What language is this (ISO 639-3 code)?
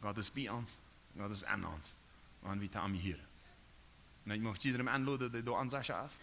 pdt